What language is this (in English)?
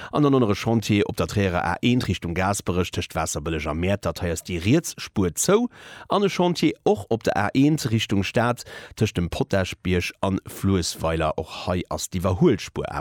Luxembourgish